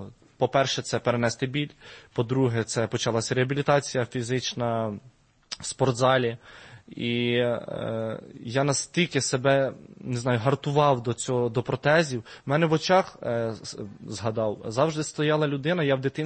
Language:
Ukrainian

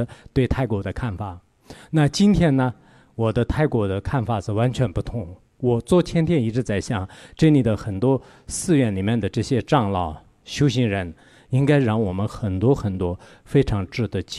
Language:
Chinese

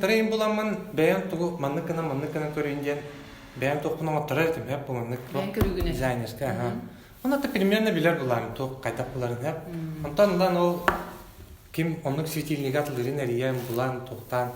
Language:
Yakut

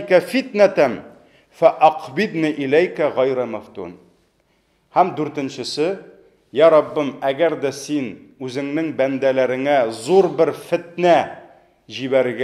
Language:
Tatar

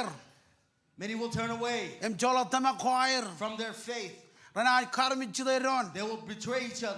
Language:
Marshallese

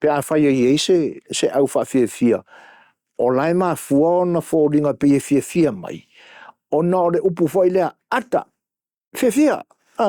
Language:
Samoan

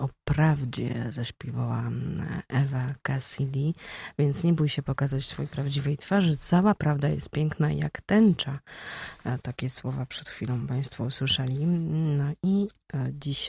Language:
Polish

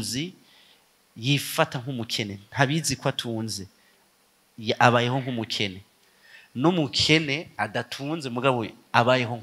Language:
Rundi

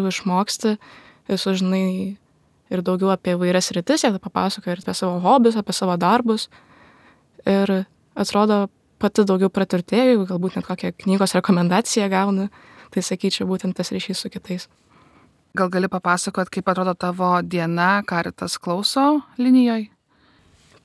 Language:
Lithuanian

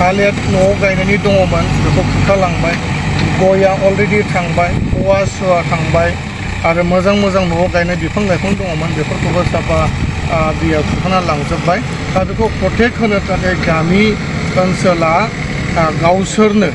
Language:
Bodo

